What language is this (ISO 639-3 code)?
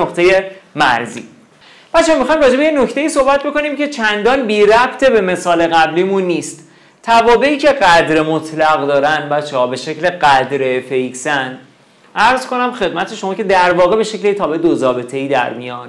fas